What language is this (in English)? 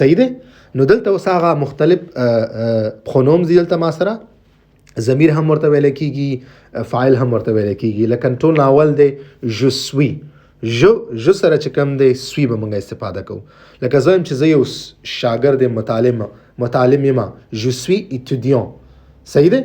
Pashto